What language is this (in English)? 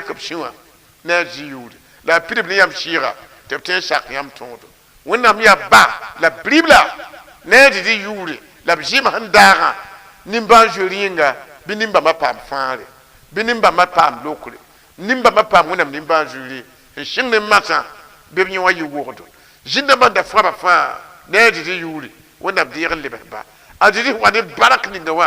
Mossi